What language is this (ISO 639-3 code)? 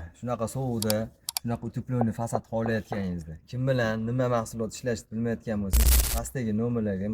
uzb